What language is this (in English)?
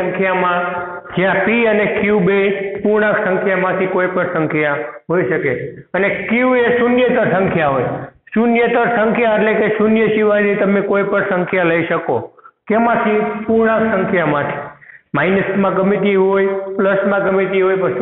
Gujarati